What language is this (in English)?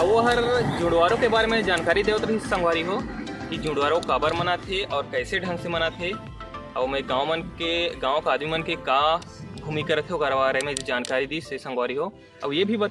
Chhattisgarhi